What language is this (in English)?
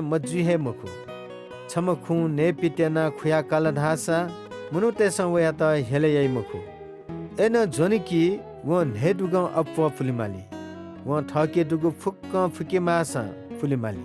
Newari